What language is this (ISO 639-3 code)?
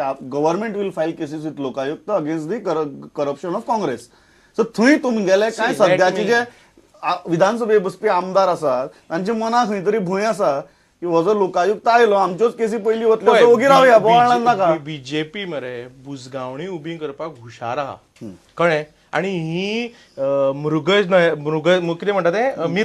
kok